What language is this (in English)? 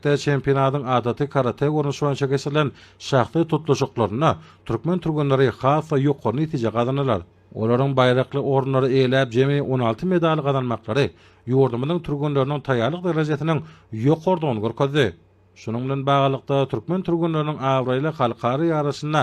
Turkmen